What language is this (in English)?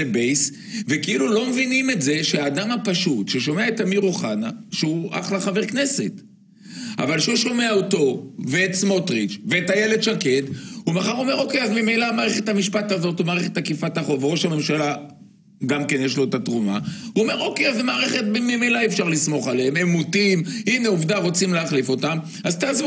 Hebrew